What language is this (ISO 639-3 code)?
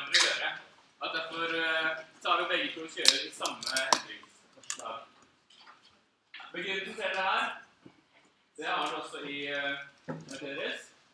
nor